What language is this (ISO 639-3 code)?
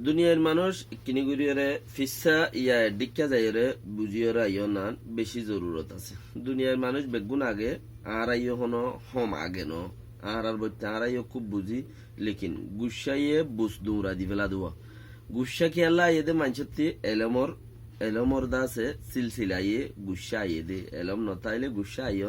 rhg